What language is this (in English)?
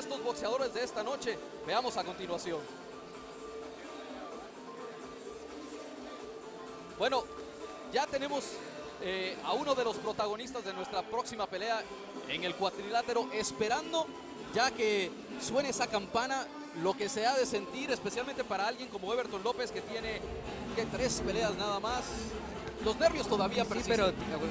Spanish